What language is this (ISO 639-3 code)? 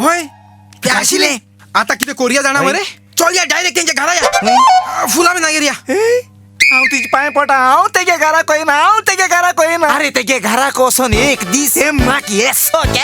kok